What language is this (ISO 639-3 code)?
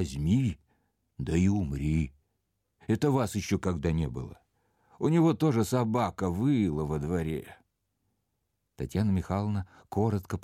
rus